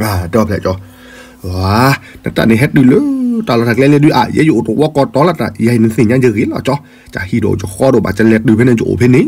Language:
S'gaw Karen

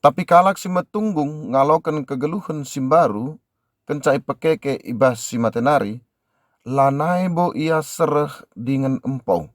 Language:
Batak Karo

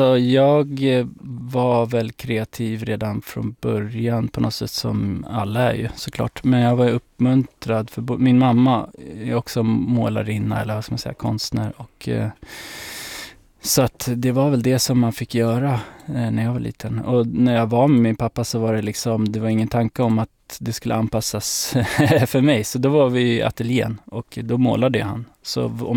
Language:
Swedish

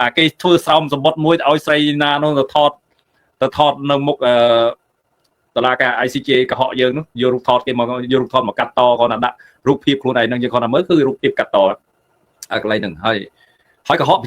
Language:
Khmer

